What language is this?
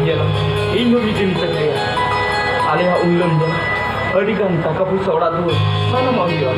Santali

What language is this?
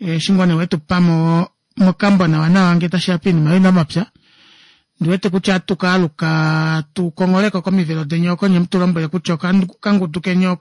Kuanyama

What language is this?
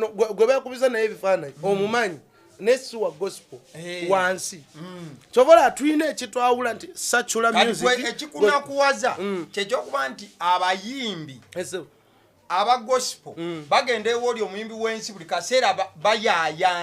Ganda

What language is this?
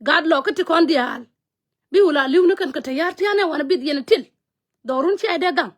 Nuer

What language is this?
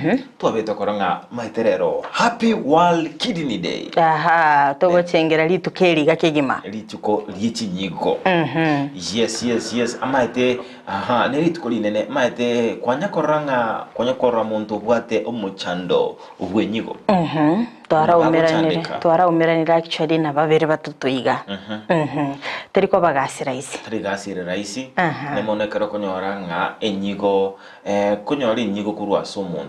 Gusii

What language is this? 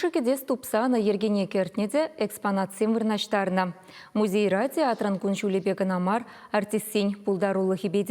Chuvash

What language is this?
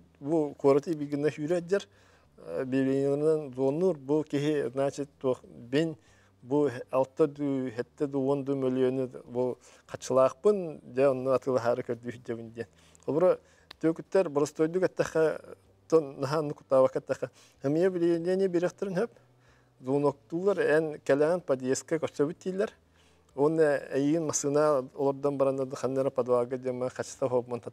Yakut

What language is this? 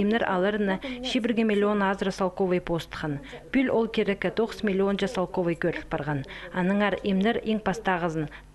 Khakas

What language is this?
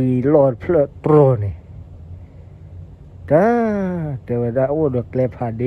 S'gaw Karen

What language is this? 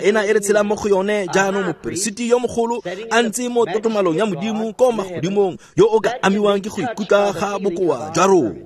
Tswana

